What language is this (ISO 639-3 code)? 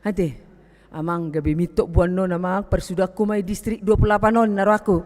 bbc